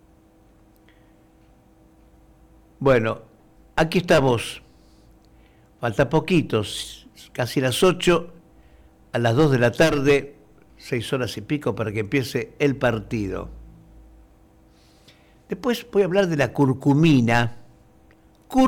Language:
Spanish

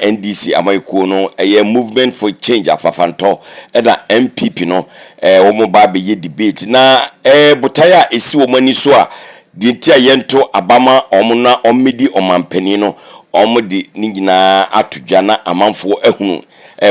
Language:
Akan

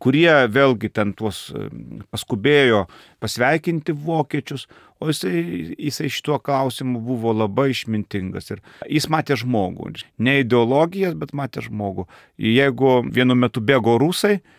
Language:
Lithuanian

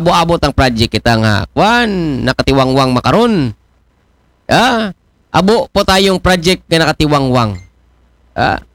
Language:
Aklanon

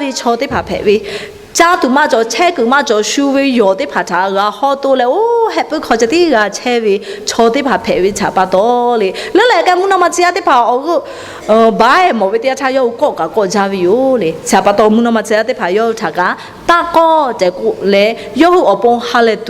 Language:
Lahu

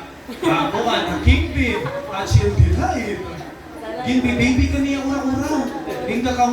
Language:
Waray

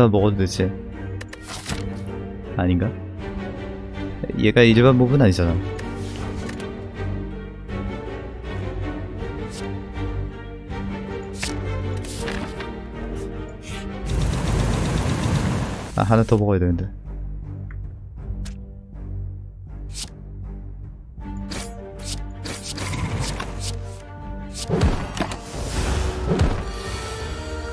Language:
Korean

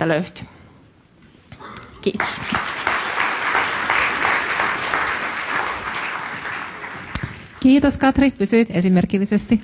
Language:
Finnish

